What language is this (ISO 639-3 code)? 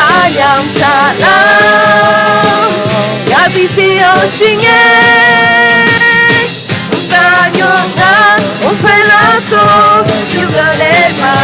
ahk